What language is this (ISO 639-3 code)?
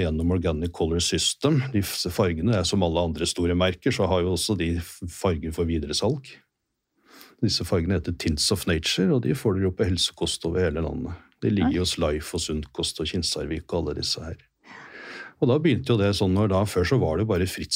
nor